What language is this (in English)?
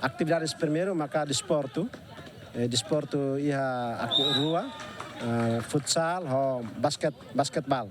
Tetum